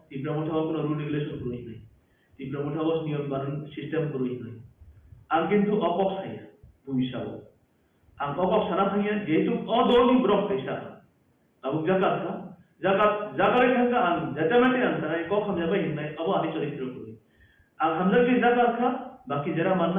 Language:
Kok Borok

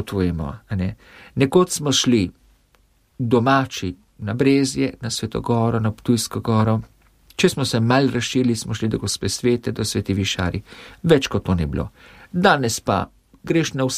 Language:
Slovenian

